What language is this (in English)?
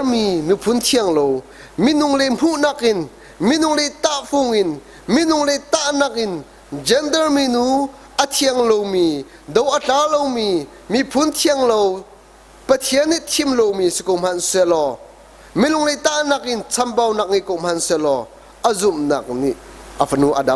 Hakha Chin